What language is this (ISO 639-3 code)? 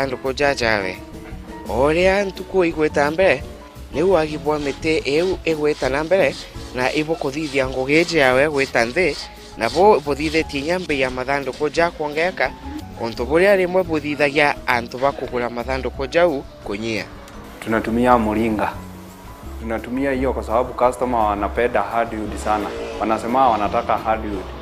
mer